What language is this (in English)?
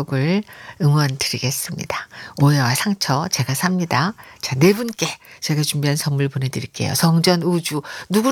Korean